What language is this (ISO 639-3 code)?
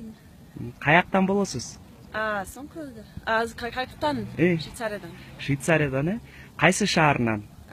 kir